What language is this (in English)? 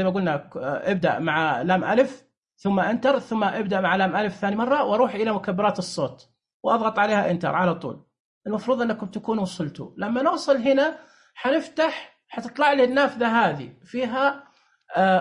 Najdi Arabic